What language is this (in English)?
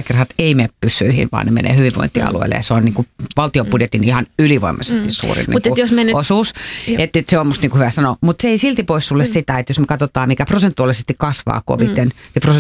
Finnish